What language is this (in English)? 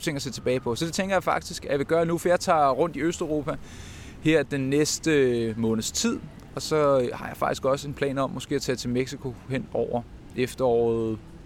Danish